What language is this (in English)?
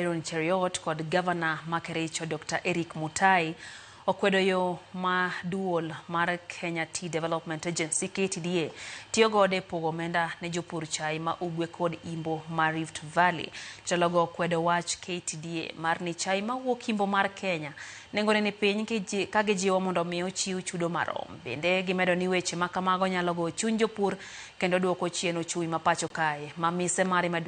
Luo (Kenya and Tanzania)